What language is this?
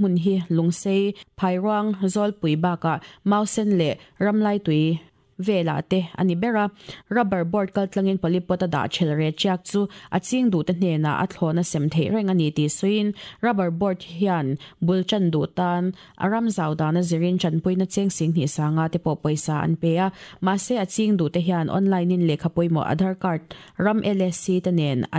Mizo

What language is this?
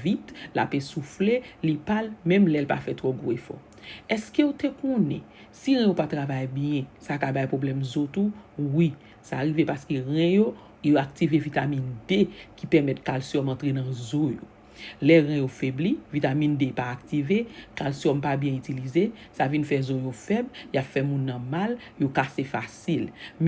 Haitian Creole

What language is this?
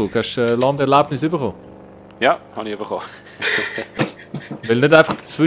Swiss German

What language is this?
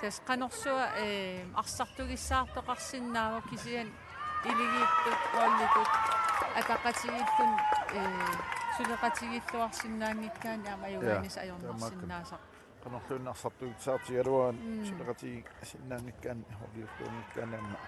Kalaallisut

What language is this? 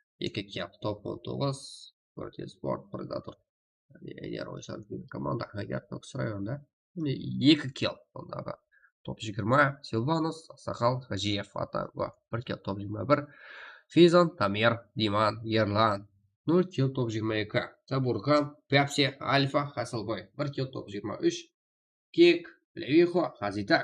Kara-Kalpak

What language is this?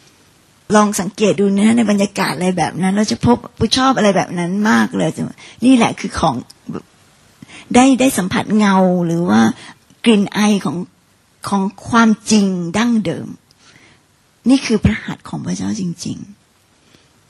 Thai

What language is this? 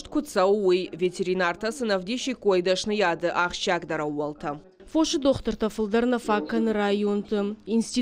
Ossetic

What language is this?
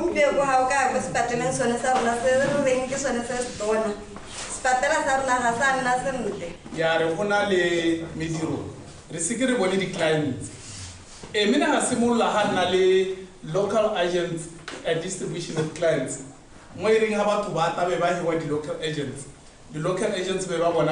Tswana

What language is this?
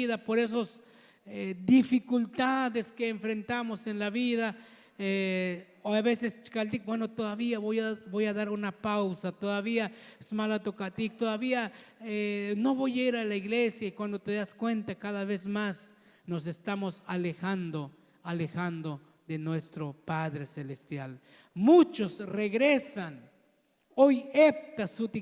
Tzotzil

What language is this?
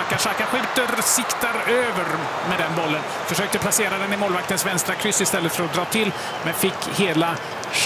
Swedish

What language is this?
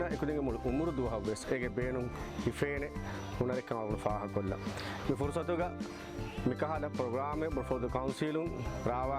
Divehi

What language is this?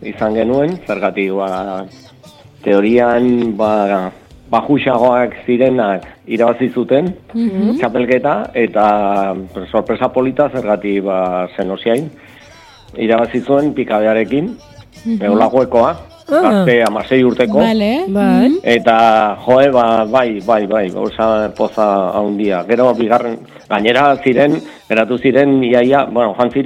Basque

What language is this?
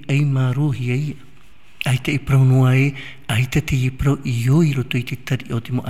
Tahitian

